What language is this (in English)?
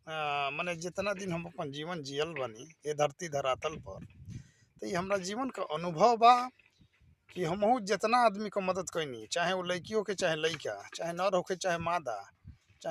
Bhojpuri